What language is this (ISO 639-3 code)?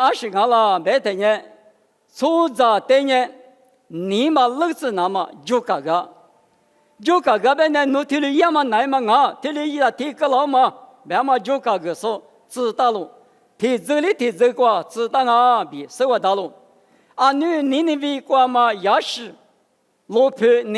lis